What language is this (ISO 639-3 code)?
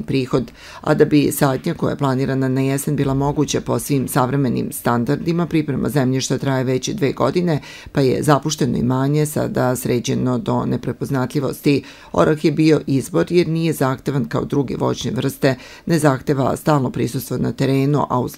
srp